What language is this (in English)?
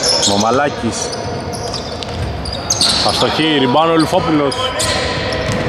Greek